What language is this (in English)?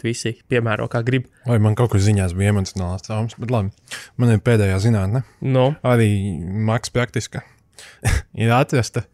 Latvian